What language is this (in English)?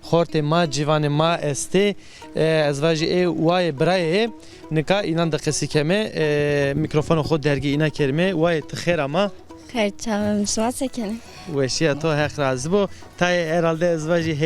Zaza